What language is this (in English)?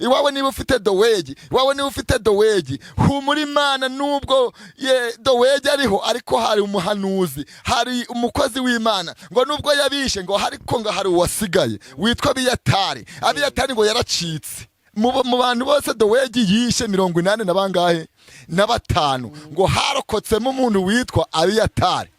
Kinyarwanda